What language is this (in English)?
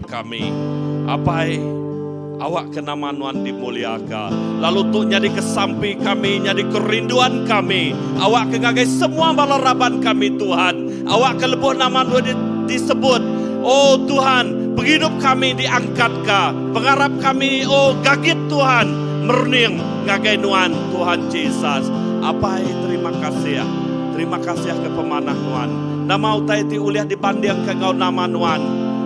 Iban